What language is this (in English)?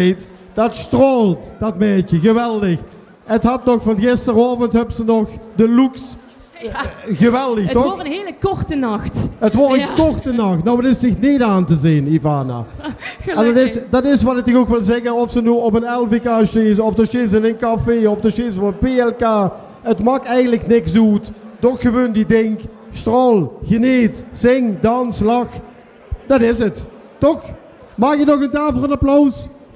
Limburgish